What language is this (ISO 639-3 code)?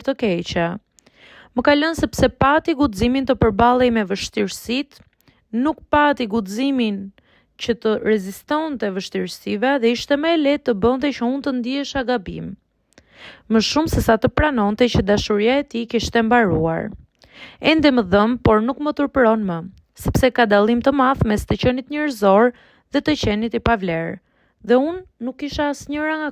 sqi